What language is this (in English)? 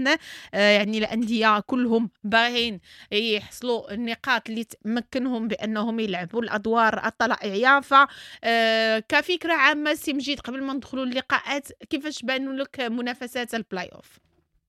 Moroccan Arabic